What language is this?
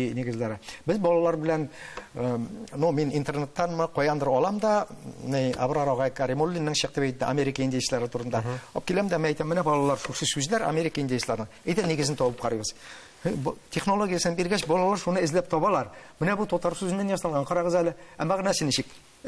Tatar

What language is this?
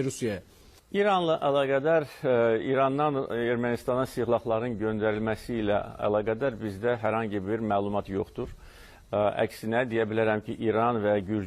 Azerbaijani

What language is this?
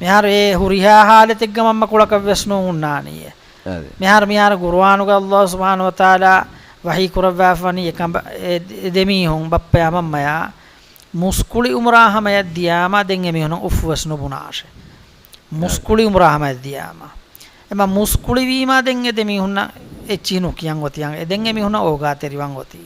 Divehi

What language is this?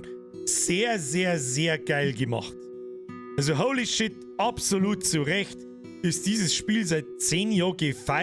Bavarian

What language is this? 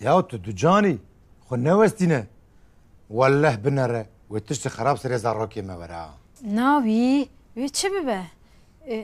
Kurdish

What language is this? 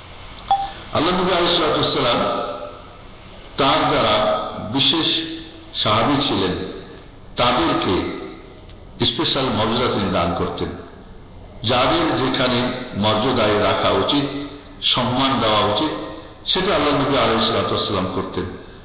Bangla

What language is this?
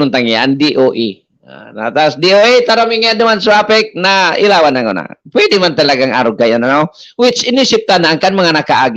Bikol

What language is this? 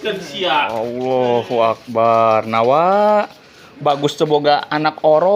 Sundanese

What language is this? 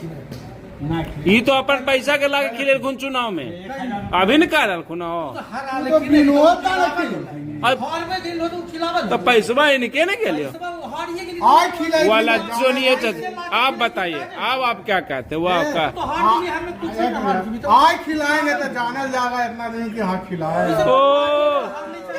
Magahi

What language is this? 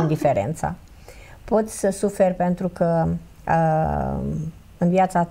Romanian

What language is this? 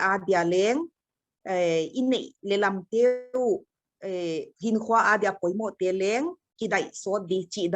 Paite Chin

